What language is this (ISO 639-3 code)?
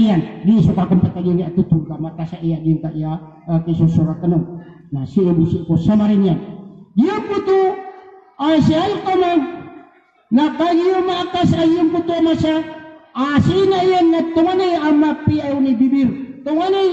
mrw